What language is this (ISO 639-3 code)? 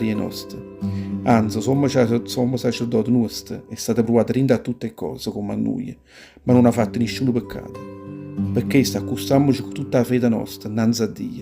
nap